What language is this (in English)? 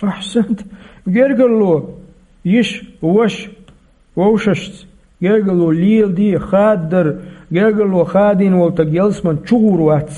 Chechen